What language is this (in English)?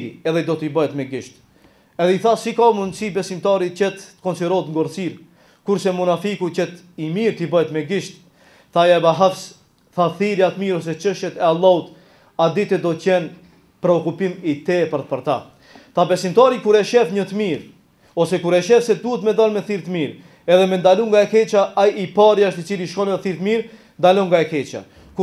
Albanian